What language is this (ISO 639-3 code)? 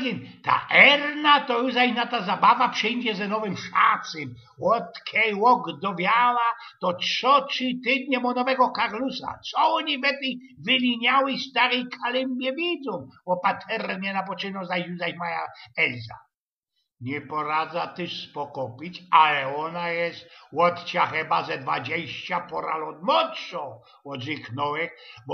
szl